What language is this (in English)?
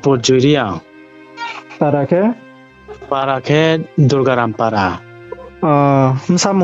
Riang (India)